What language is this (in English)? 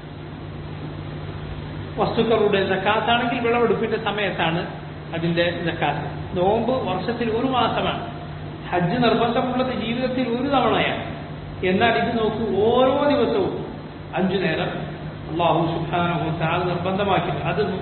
Malayalam